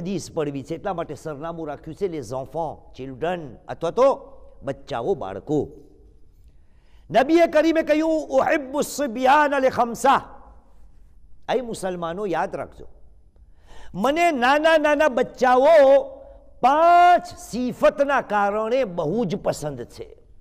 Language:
Gujarati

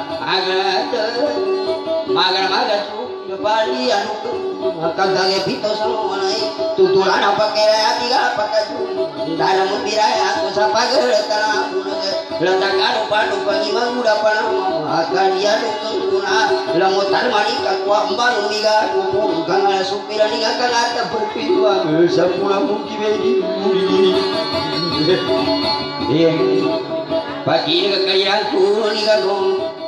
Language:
Indonesian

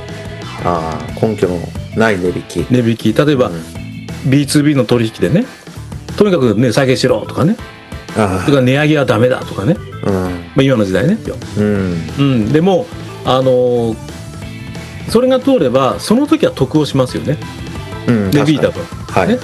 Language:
Japanese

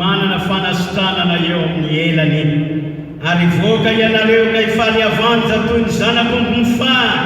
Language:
Malagasy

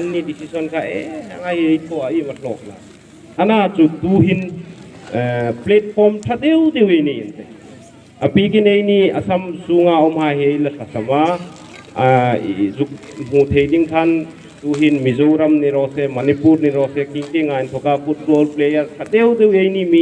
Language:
Hmar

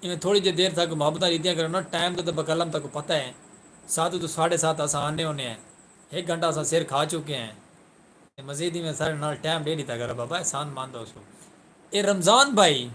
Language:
Saraiki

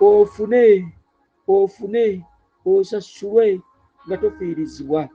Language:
Ganda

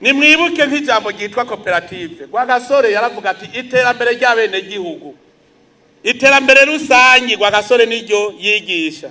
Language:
Rundi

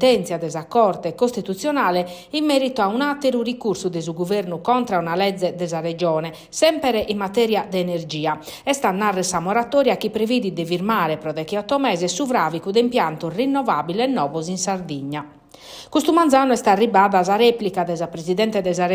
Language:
Sardinian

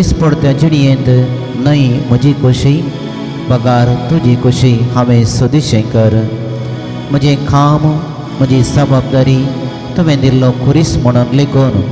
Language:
Konkani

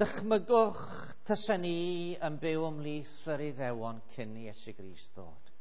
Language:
Welsh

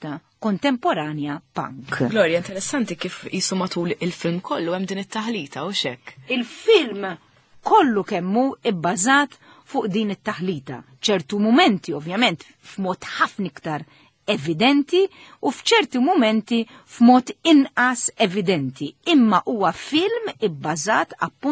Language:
Maltese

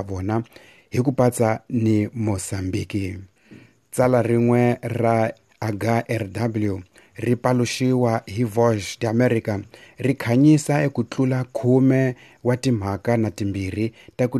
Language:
Tsonga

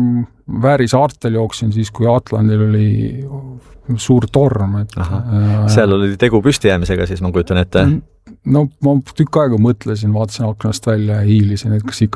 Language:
Estonian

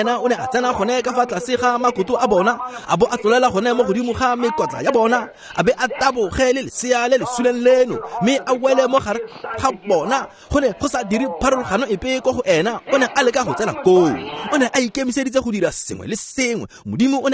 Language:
Tswana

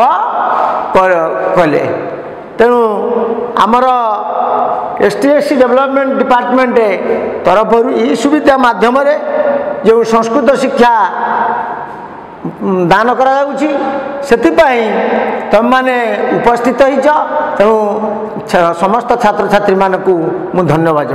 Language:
Odia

